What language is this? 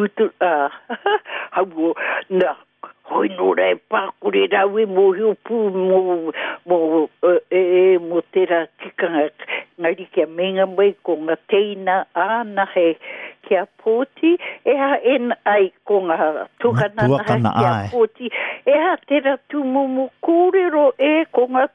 Māori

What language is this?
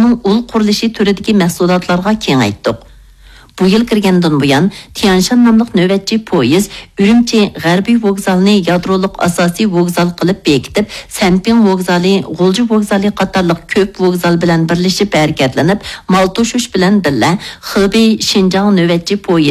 Uyghur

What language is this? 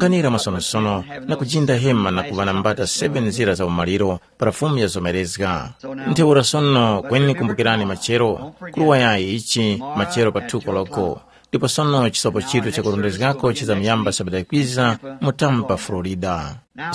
Tumbuka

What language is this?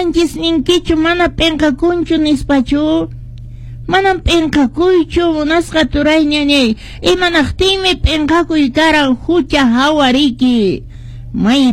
Quechua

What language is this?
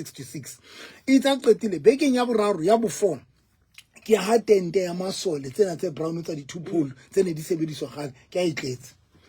Southern Sotho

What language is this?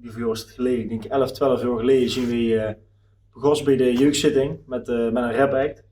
Limburgish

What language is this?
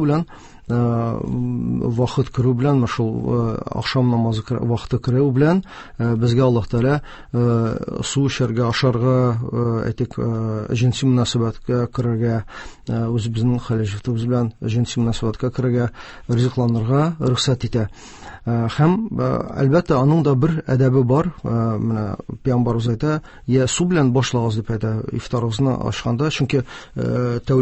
Tatar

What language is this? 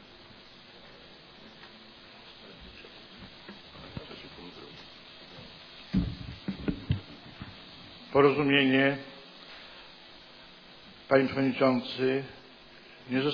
Polish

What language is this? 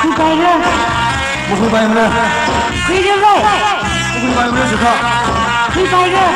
Tangkhul Naga (India)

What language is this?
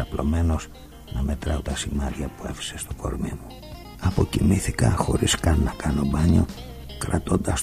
Greek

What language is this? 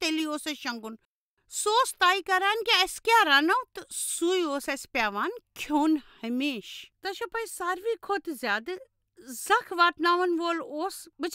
Kashmiri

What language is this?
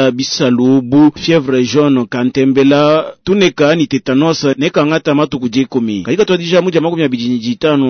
Luba-Lulua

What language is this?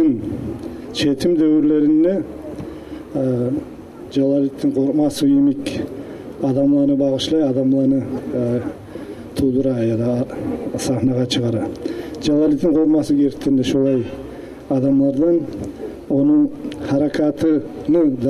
Kumyk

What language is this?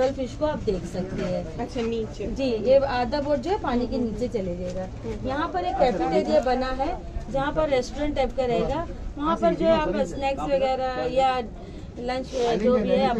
Hindi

